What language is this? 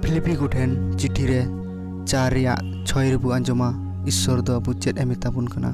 Santali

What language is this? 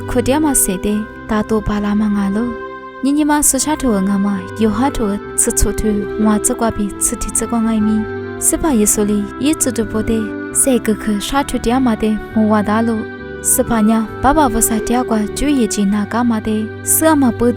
Lisu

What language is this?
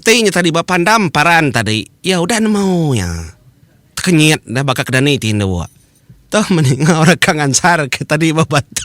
Iban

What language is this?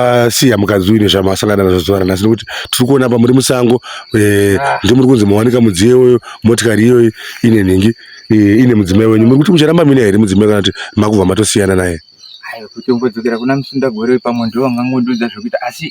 Shona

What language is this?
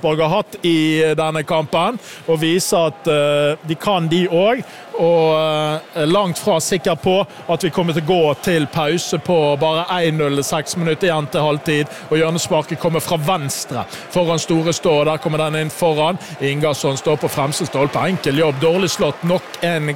Norwegian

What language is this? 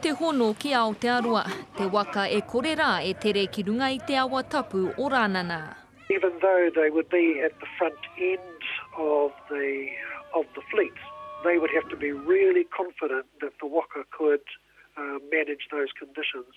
Māori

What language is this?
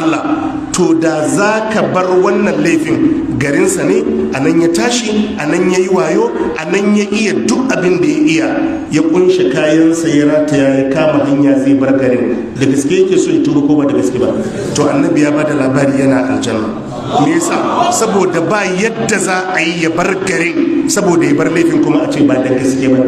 Hausa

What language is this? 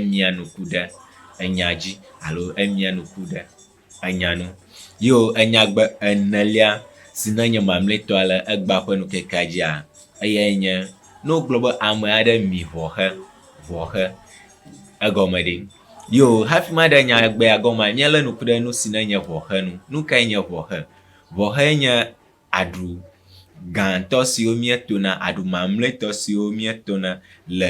Ewe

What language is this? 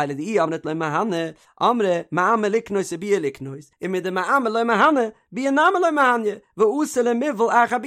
Yiddish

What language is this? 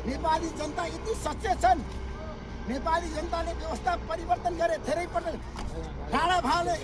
Nepali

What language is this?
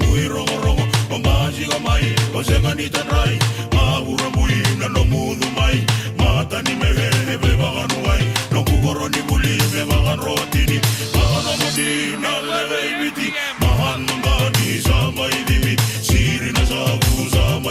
Fijian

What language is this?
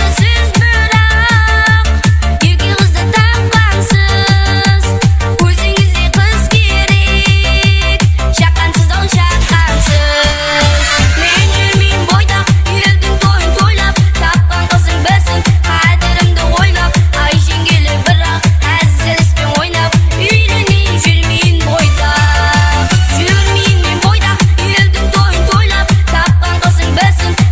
Kara-Kalpak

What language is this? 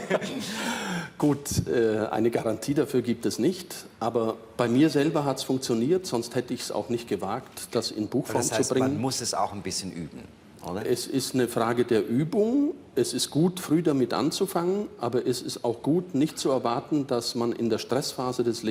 Swiss German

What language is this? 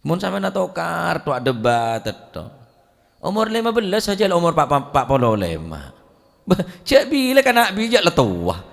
Madurese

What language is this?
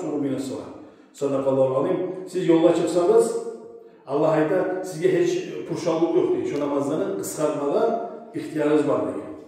Kumyk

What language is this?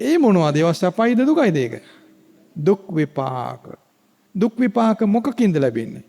Sinhala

